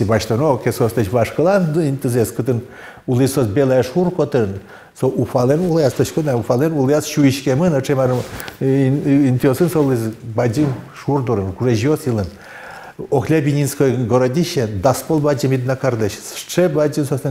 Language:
Udmurt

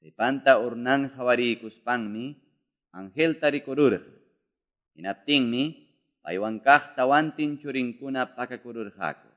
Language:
Quechua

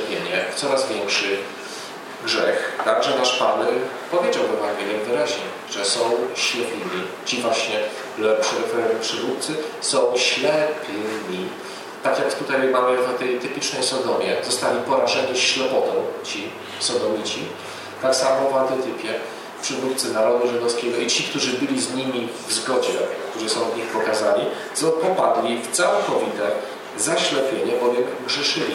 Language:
Polish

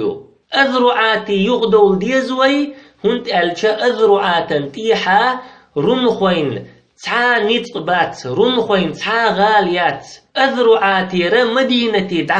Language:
Chechen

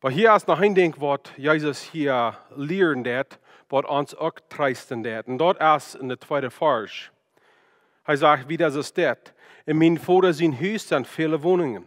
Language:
Plautdietsch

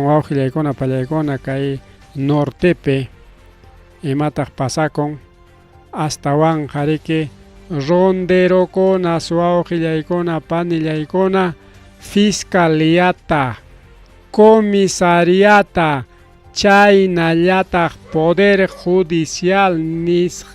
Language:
Ayacucho Quechua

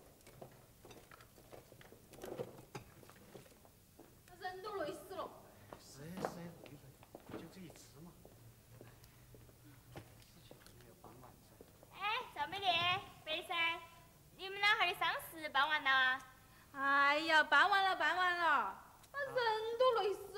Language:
Chinese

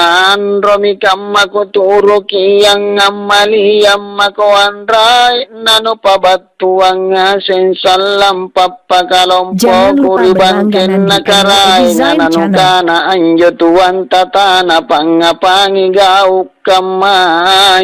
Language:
Makasar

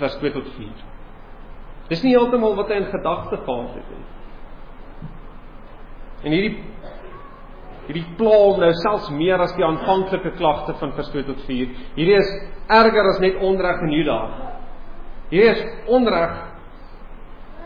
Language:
Afrikaans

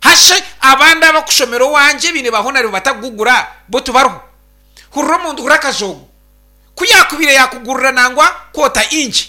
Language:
Nyankole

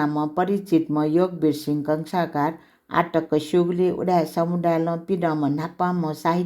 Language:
Newari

